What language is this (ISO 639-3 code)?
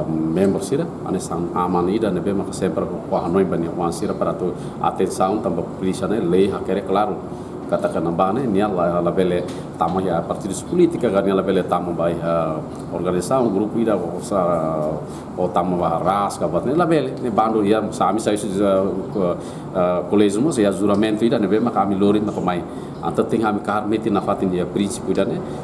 tet